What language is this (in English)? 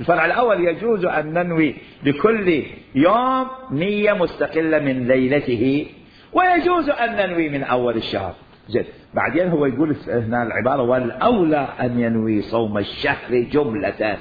Mesopotamian Arabic